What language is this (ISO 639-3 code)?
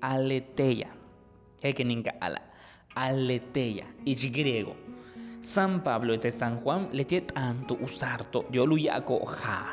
yua